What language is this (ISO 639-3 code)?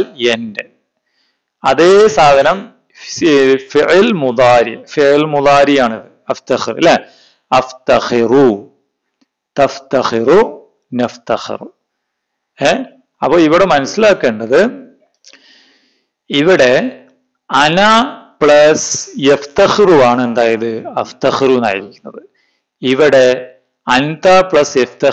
mal